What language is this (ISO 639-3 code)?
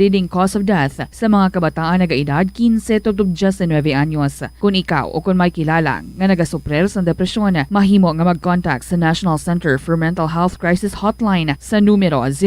hil